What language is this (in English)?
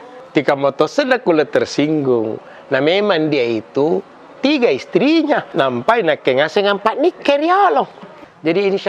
Makassar Malay